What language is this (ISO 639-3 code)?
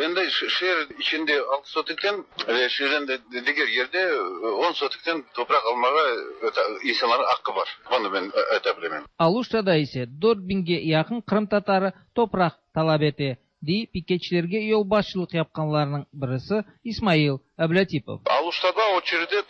tat